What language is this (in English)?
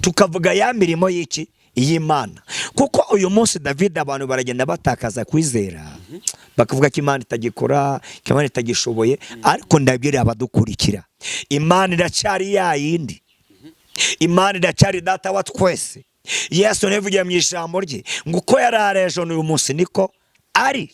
Kinyarwanda